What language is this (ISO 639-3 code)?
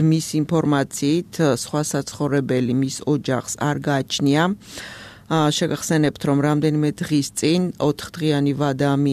kat